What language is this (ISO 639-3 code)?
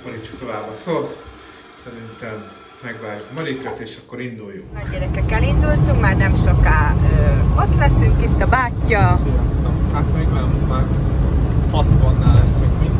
hun